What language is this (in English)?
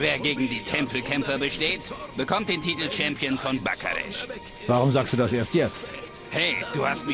Bavarian